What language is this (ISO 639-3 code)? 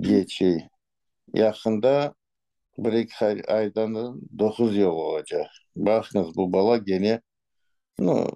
crh